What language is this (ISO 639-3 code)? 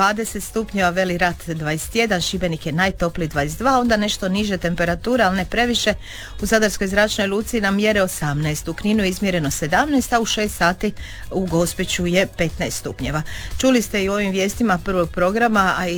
hrv